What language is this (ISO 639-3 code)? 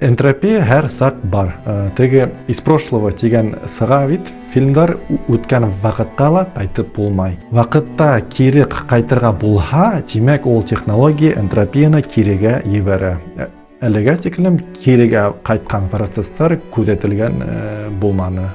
bak